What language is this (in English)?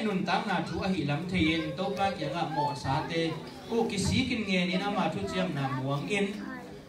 Tedim Chin